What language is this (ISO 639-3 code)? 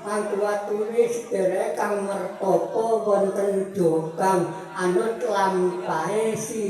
jav